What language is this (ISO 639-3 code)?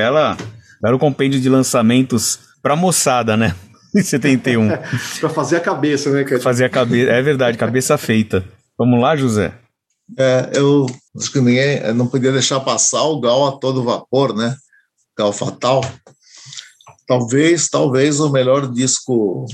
por